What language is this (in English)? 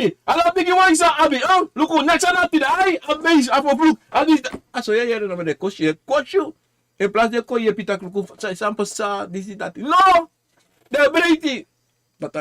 Sranan Tongo